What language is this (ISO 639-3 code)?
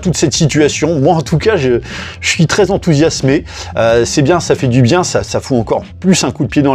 fra